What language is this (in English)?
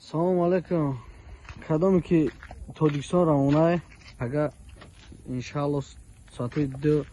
Tajik